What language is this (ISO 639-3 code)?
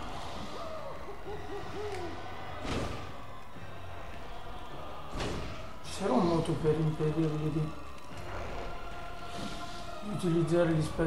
ita